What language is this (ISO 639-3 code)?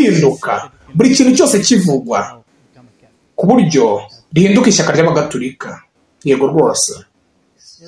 kin